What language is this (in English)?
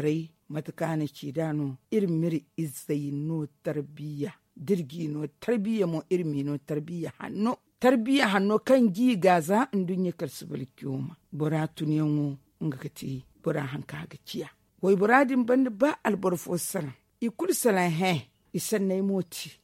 Zarma